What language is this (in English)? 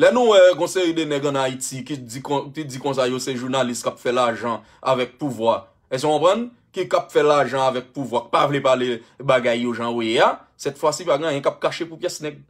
Haitian Creole